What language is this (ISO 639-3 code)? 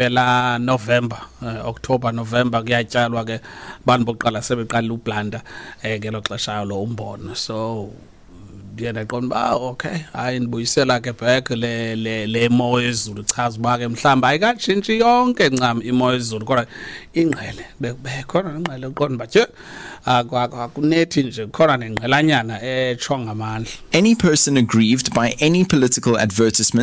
xho